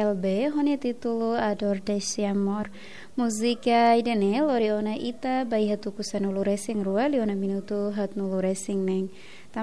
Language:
Tetum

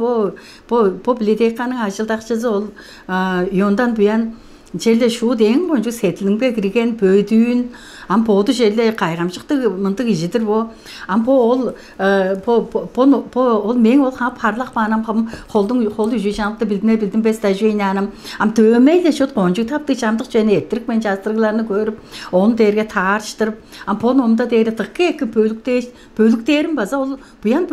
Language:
Tuvinian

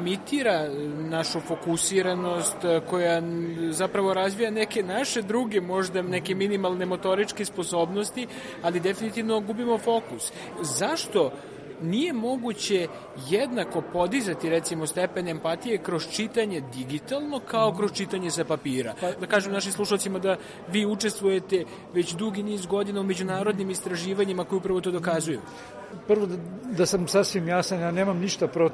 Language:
Serbian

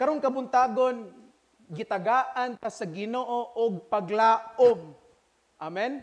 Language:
Cebuano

